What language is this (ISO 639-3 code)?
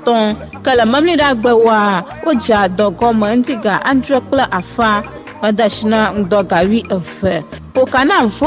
ewe